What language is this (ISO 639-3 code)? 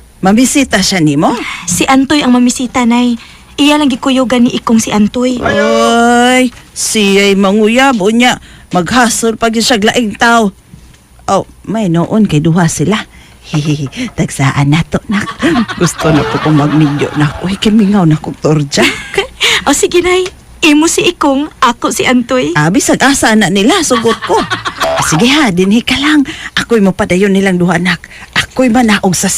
ceb